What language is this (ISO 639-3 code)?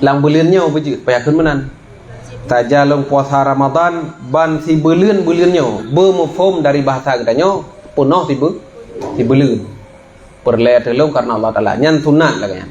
ace